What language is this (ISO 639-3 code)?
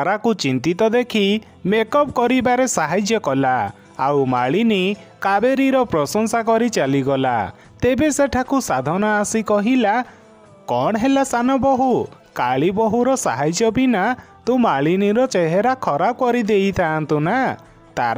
ori